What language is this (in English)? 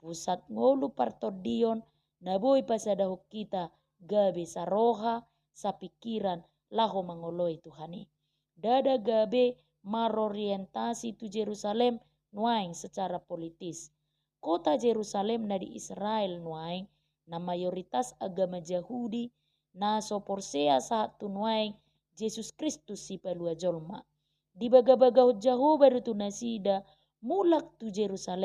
Batak Toba